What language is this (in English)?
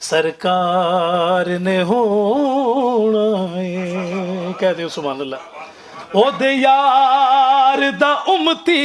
Western Panjabi